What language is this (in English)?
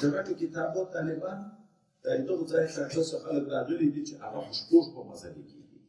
Pashto